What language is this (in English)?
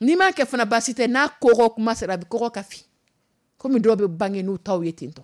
Dyula